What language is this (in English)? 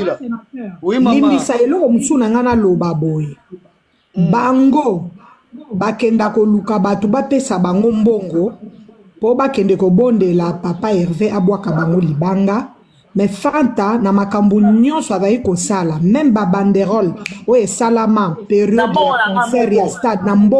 Lingala